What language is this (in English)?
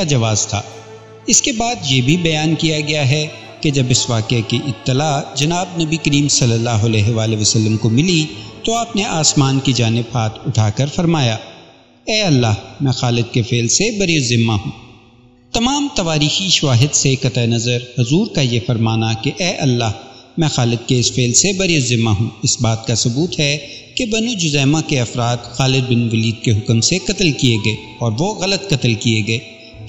Urdu